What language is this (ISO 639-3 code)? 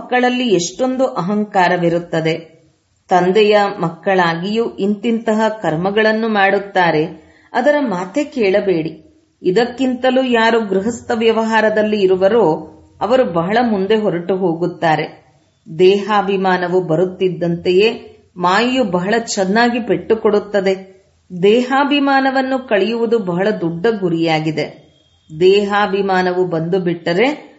kan